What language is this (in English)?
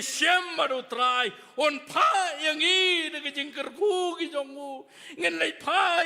Khasi